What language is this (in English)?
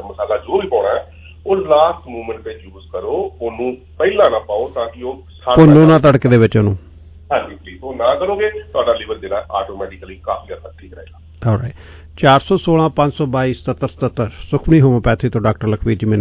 Punjabi